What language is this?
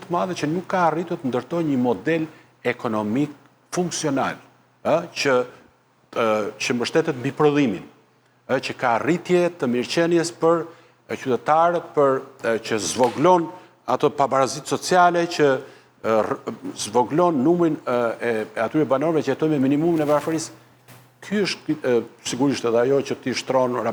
Albanian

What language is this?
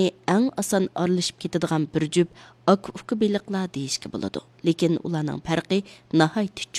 Uyghur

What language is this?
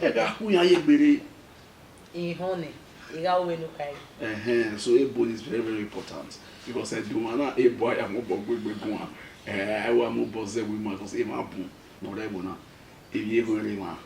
Bini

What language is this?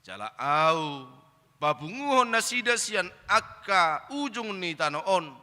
Batak Toba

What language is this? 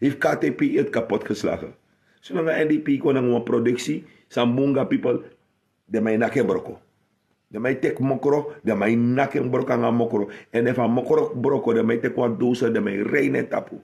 Sranan Tongo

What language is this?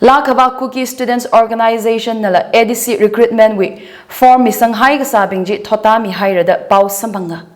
Tangkhul Naga (India)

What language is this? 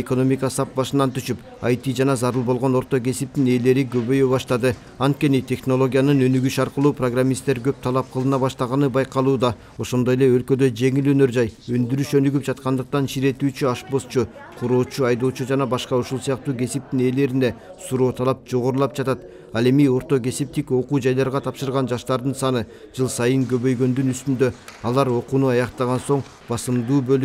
Kyrgyz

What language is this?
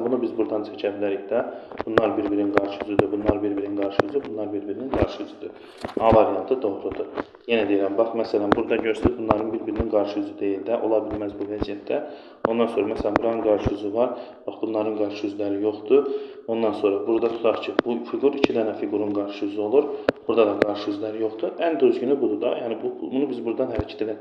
Azerbaijani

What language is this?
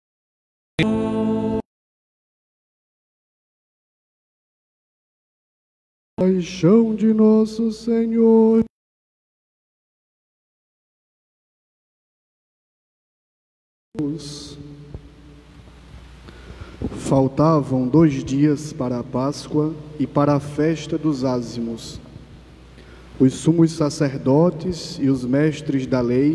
Portuguese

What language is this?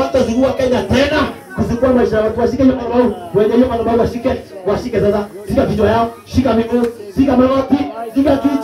Swahili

